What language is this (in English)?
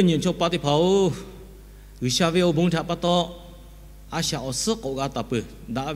Lahu